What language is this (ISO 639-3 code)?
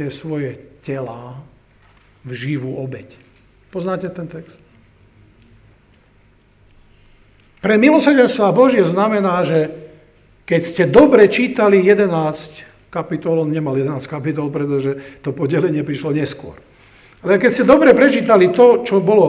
slk